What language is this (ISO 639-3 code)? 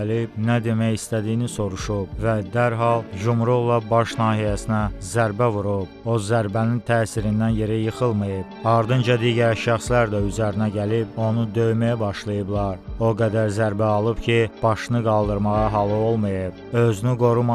aze